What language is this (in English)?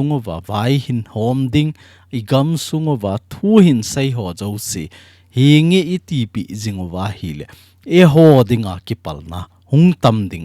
Thado Chin